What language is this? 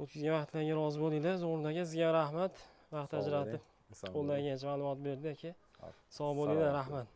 Uzbek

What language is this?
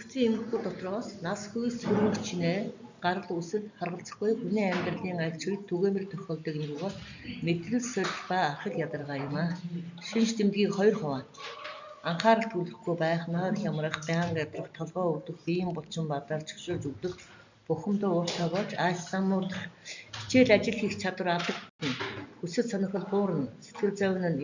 Mongolian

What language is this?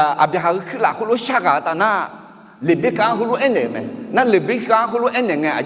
Akha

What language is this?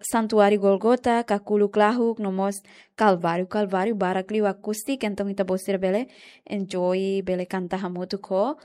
Tetum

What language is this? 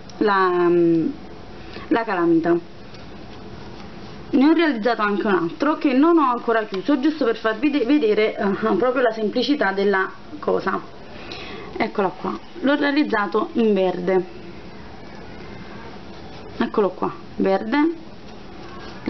Italian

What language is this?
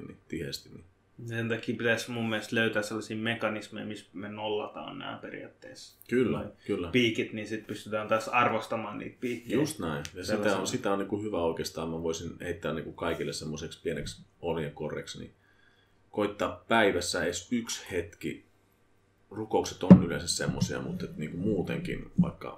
Finnish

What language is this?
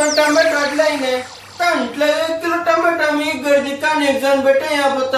Konkani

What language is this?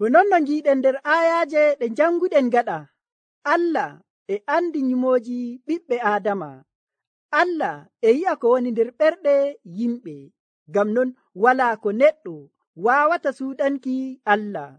Nigerian Fulfulde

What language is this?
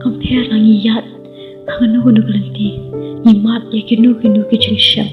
Khasi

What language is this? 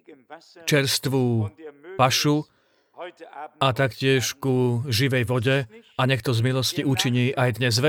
Slovak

